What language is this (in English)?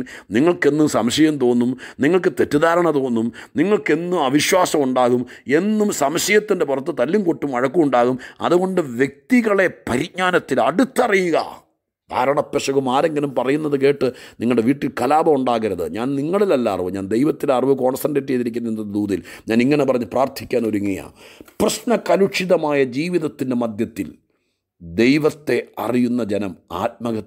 Malayalam